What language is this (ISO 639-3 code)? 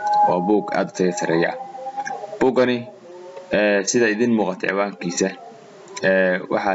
som